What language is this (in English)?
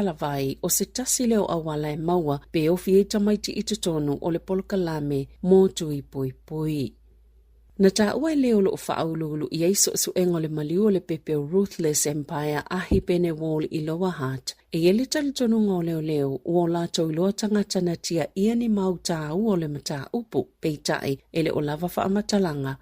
Samoan